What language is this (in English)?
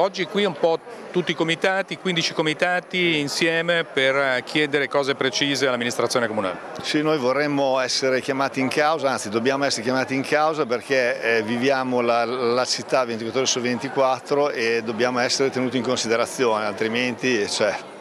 Italian